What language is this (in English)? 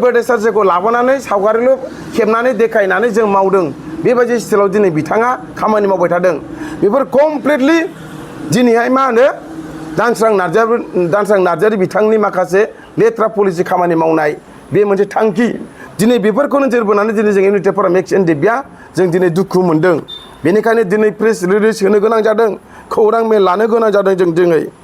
Bodo